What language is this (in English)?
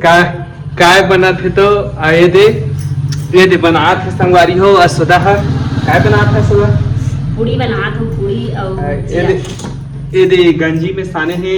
Chhattisgarhi